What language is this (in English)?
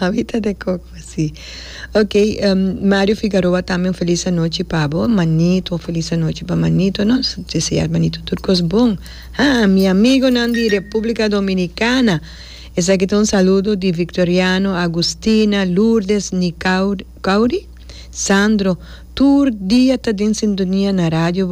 Papiamento